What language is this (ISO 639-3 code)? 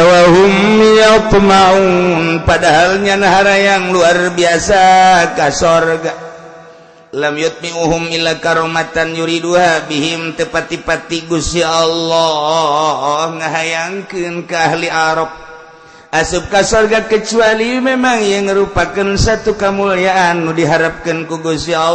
sun